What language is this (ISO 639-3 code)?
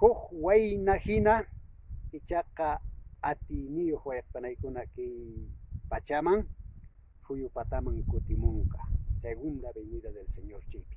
que